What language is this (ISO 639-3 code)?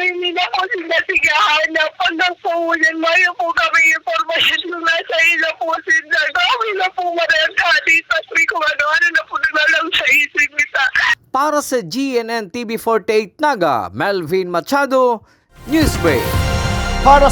bik